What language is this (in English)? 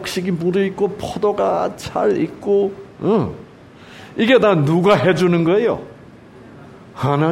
Korean